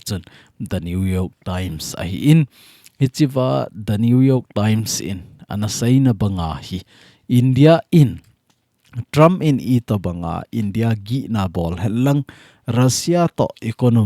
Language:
Thado Chin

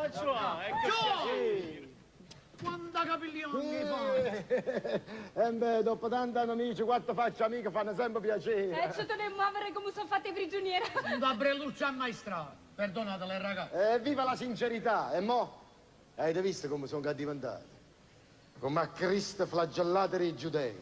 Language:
Neapolitan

